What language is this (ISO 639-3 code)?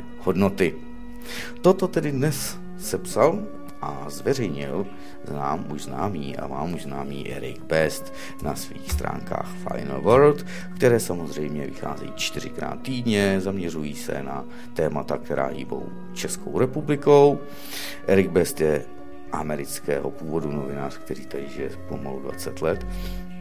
ces